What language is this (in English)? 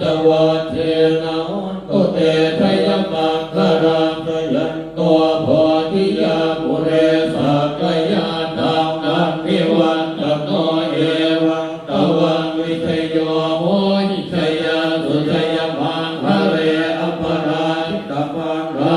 Pali